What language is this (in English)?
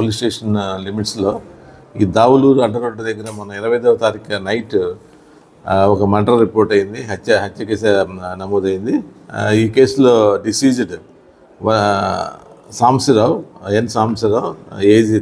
Telugu